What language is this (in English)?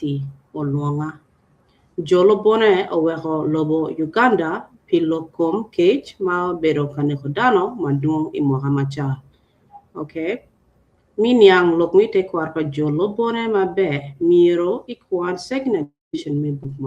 Acoli